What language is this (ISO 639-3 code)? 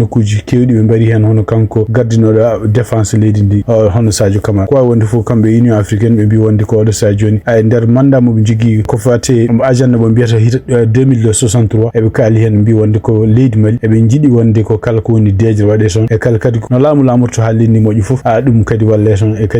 ful